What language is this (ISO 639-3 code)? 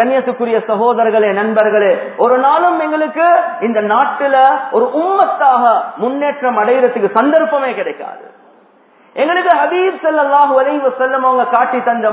tam